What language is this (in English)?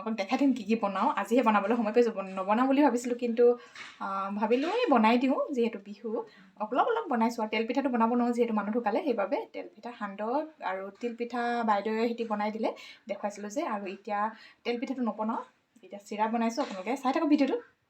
Assamese